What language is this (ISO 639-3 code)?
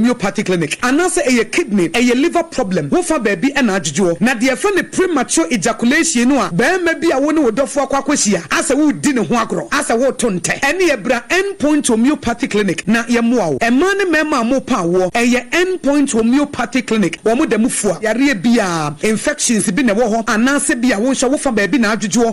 aka